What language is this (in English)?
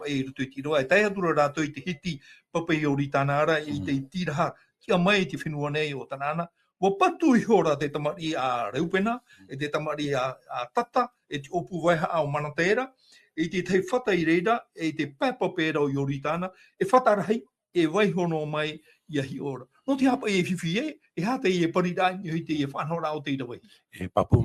Tahitian